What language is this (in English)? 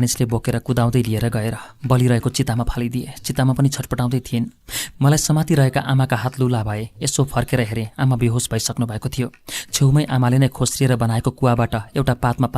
Nepali